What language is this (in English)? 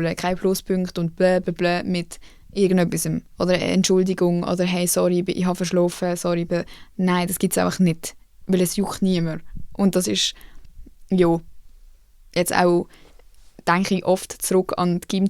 Swiss German